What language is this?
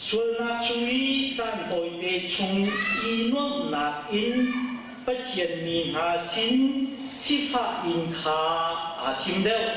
Hakha Chin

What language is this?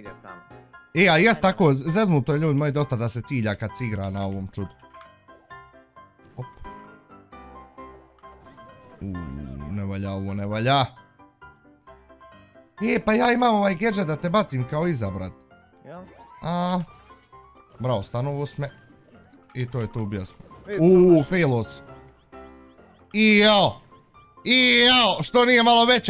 Bosnian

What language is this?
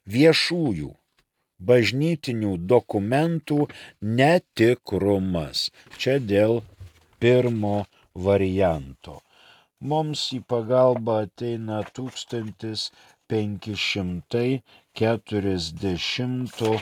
Lithuanian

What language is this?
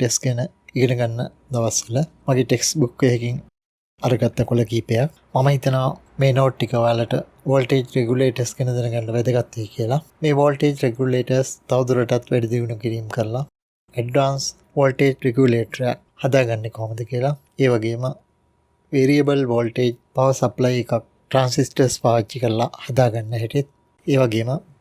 Sinhala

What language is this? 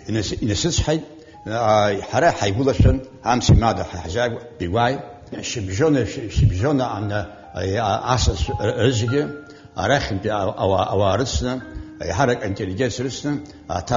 Abkhazian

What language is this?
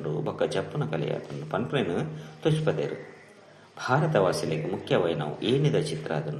Tulu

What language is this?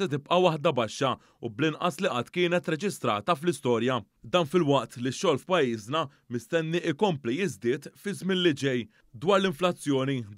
Maltese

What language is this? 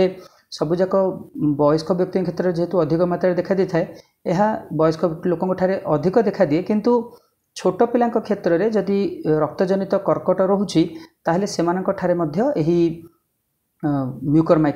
Odia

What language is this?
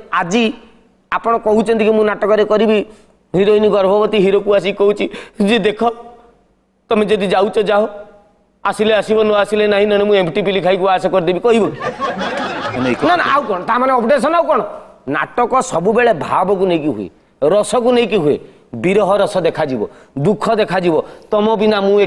Odia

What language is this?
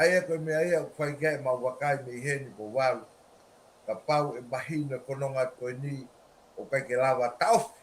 Tongan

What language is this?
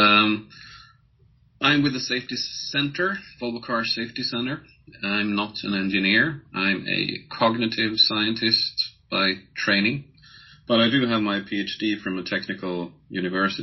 English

